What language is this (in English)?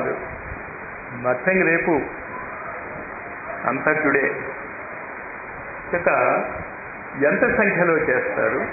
Telugu